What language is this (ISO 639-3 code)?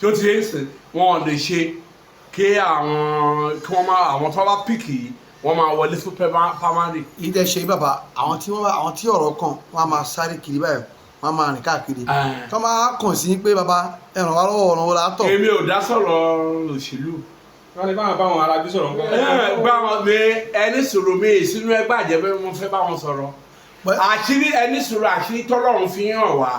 yor